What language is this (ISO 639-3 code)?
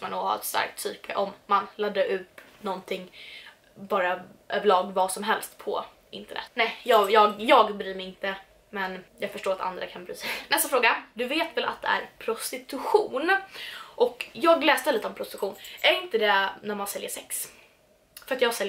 swe